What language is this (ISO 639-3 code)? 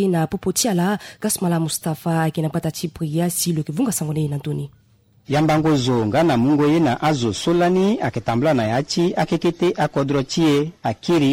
sag